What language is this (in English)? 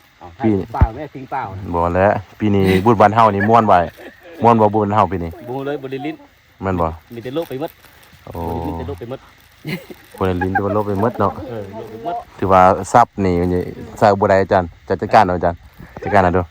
Lao